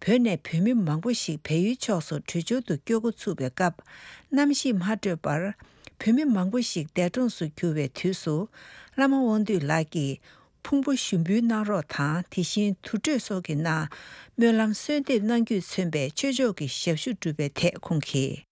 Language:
Tibetan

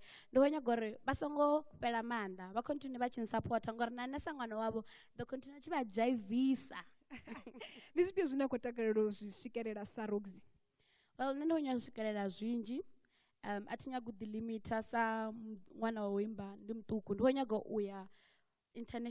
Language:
Venda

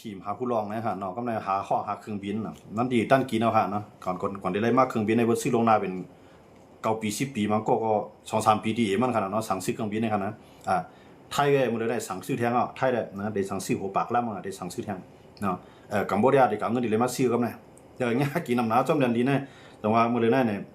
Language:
Shan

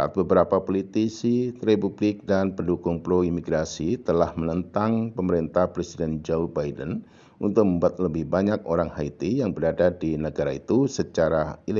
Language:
Indonesian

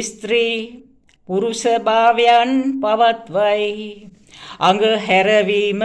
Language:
Sinhala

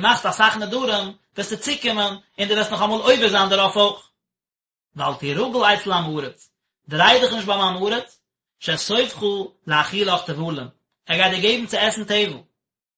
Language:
Yiddish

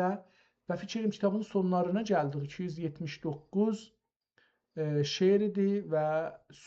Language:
South Azerbaijani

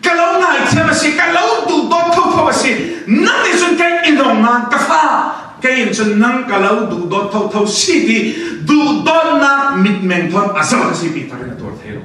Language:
Falam Chin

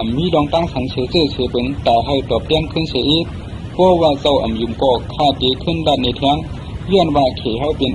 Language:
Shan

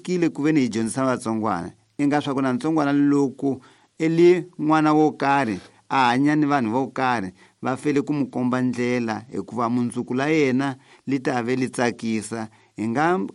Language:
Tsonga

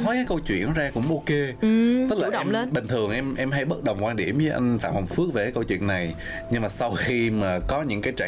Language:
Vietnamese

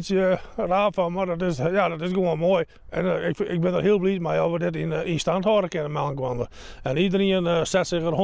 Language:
Western Frisian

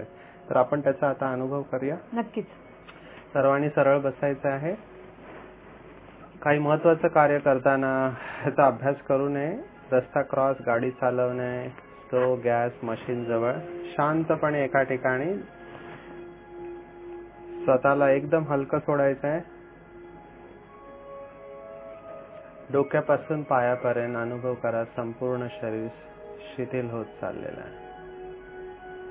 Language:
Marathi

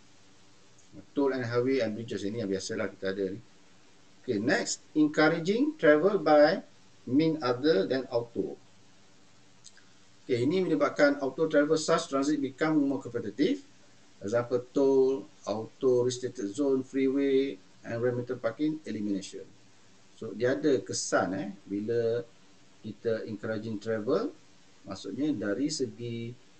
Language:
Malay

